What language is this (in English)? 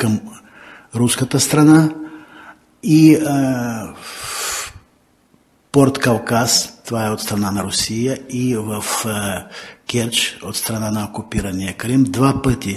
Bulgarian